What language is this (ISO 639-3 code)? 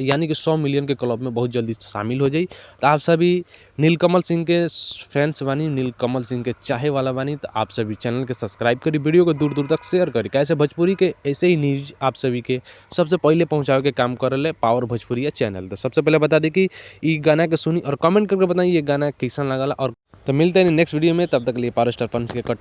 bho